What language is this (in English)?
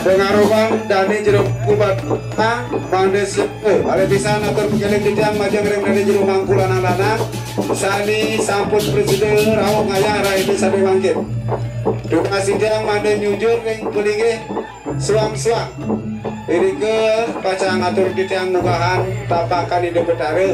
Balinese